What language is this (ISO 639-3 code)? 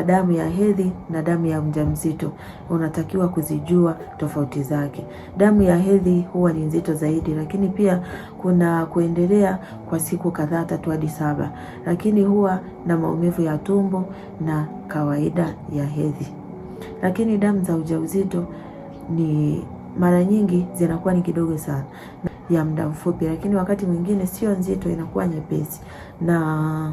swa